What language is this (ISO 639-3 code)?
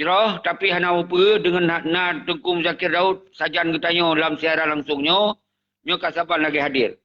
ace